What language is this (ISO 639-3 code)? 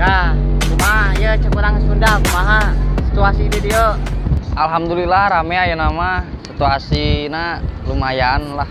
sun